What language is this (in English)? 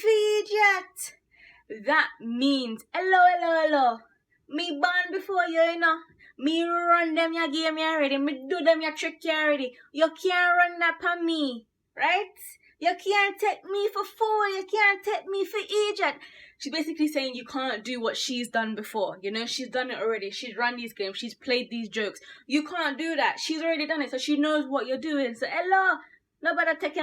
Jamaican Creole English